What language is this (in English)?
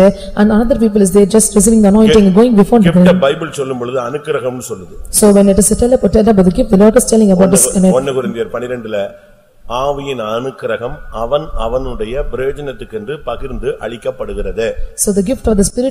Tamil